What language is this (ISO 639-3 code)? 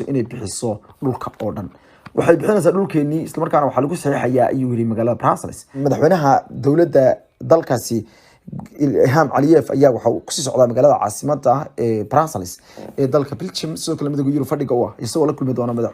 som